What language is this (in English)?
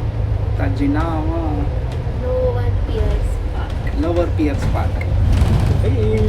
Konkani